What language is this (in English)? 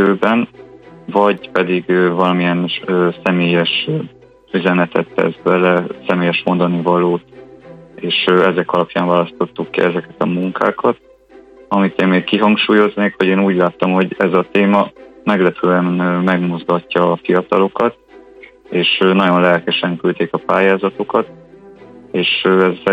Hungarian